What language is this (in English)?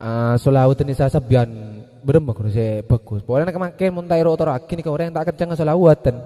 Madurese